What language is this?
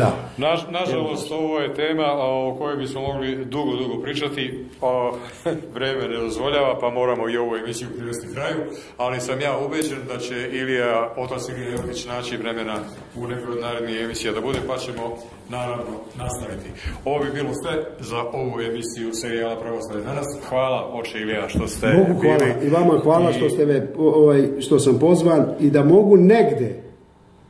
Serbian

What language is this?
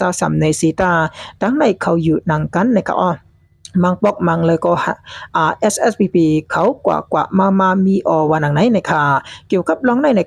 Shan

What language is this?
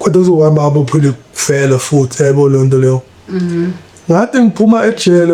Zulu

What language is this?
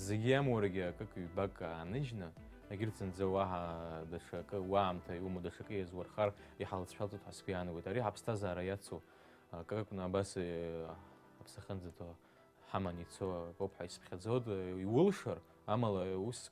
Abkhazian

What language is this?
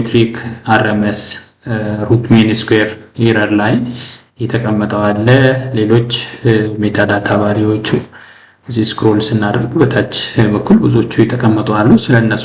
Amharic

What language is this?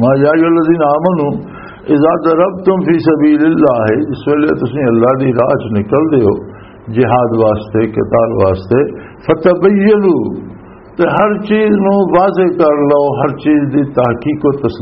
Western Panjabi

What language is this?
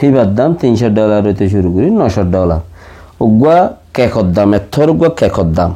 Rohingya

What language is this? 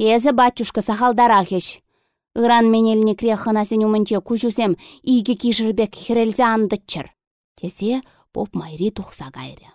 Chuvash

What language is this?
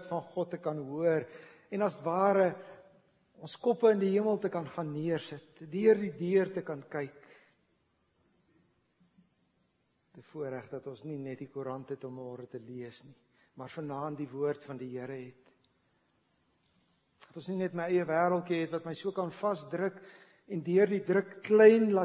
Afrikaans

